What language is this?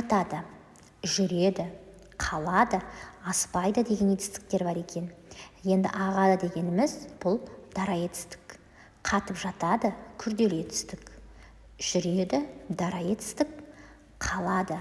Kazakh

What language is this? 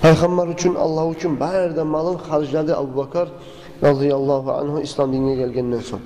Kumyk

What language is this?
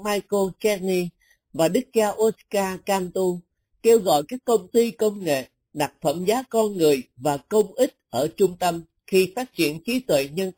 Vietnamese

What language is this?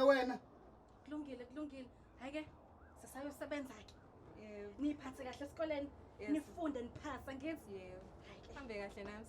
Zulu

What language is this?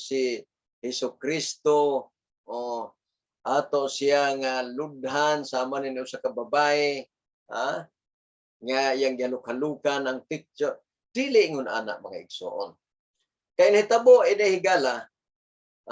Cebuano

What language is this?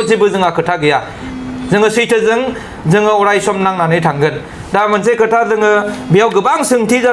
Bodo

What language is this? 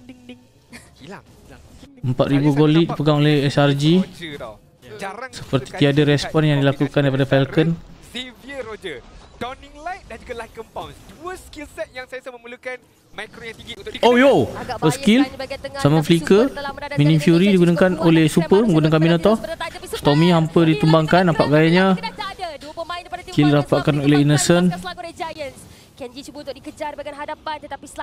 Malay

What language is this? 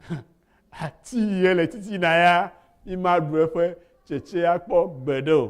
Ewe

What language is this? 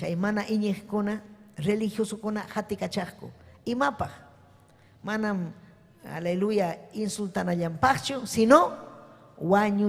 Ayacucho Quechua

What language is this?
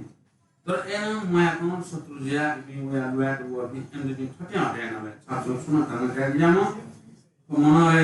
Newari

